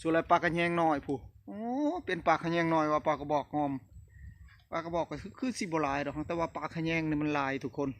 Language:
Northeastern Thai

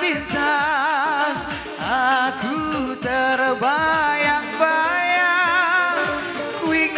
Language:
Batak Karo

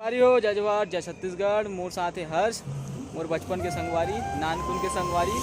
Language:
Chhattisgarhi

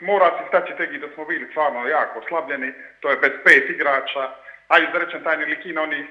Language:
Serbian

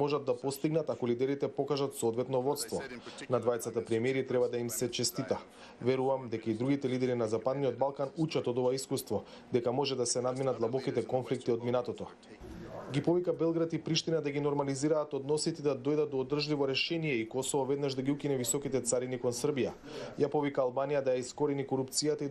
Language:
Macedonian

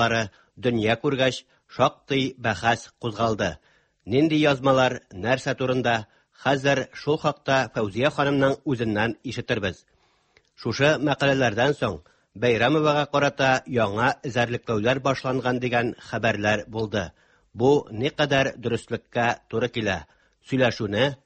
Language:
Tatar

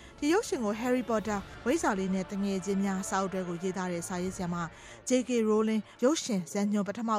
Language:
Burmese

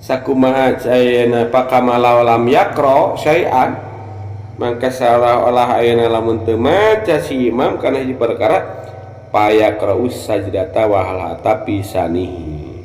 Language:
Sundanese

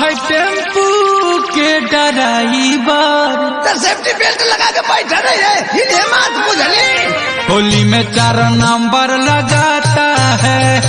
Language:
Bhojpuri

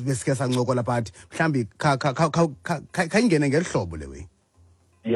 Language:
Xhosa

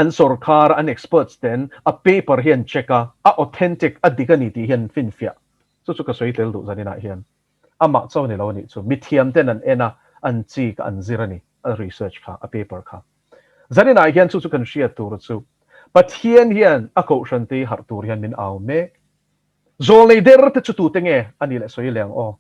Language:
Mizo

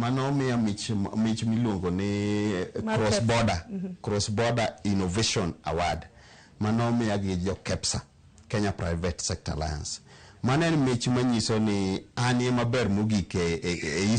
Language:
Luo (Kenya and Tanzania)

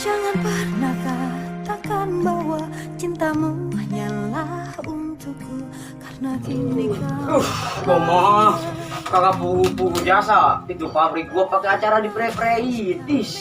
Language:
Betawi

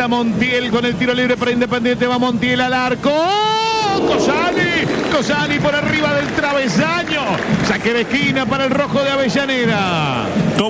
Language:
Spanish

